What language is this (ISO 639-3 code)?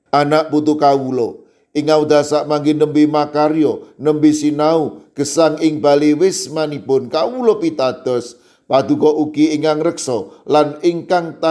jav